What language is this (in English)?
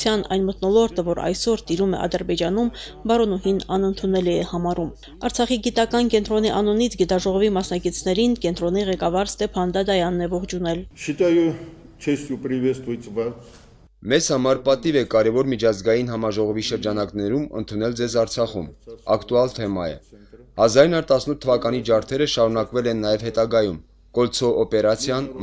Armenian